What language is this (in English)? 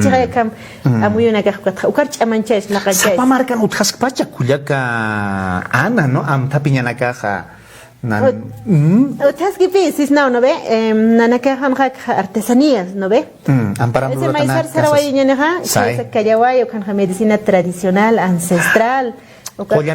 Aymara